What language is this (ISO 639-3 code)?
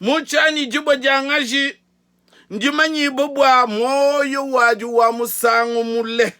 lua